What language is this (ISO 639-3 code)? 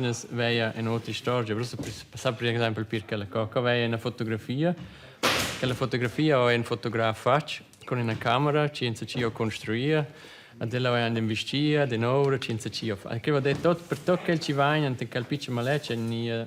roh